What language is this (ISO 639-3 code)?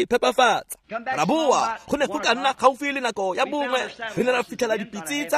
tsn